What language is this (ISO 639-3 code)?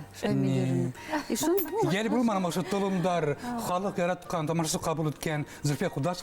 bak